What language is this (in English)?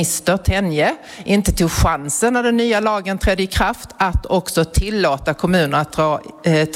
Swedish